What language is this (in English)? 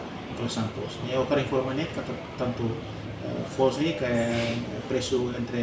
Tetum